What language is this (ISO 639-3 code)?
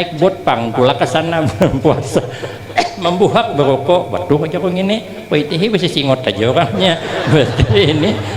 bjn